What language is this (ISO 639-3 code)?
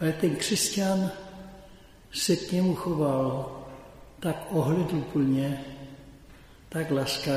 ces